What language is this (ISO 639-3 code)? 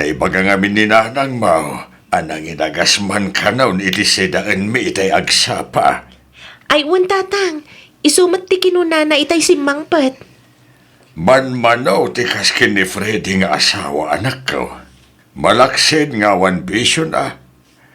ilo